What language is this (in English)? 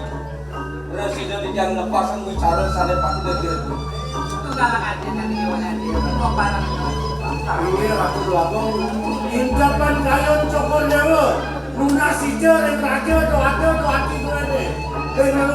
Balinese